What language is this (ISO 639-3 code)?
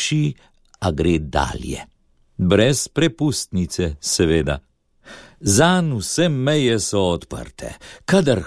slv